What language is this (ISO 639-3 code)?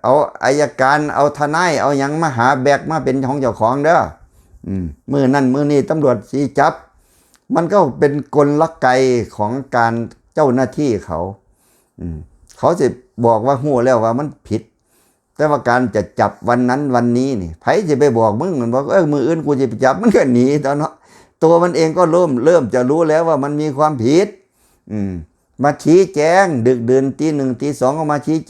tts